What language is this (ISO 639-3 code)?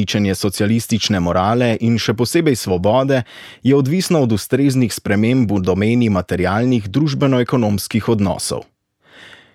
slv